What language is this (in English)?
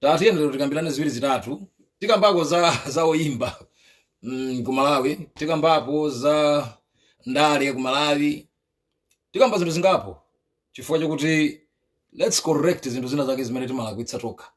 Nyanja